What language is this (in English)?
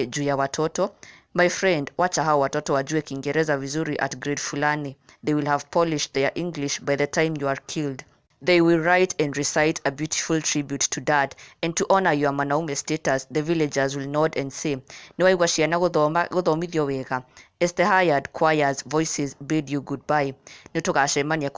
Kikuyu